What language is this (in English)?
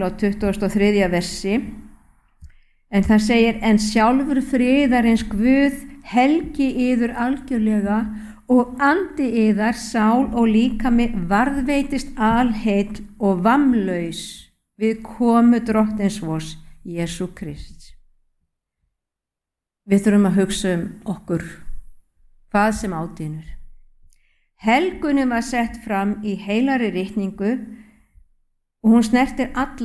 Icelandic